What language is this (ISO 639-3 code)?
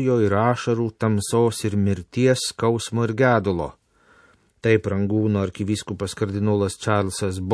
lit